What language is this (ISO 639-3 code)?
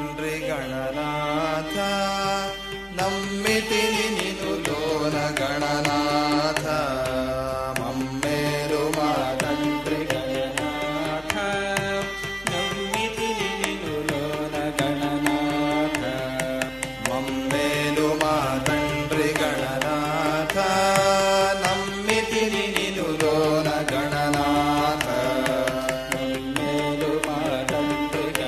tel